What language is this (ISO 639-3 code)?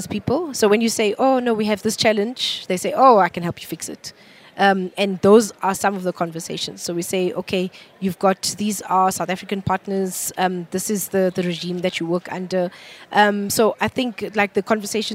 eng